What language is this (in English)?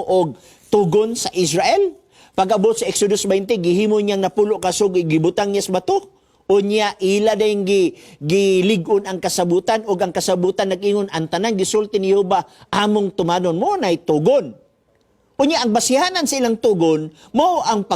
Cebuano